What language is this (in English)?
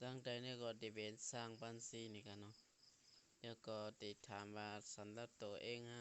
Shan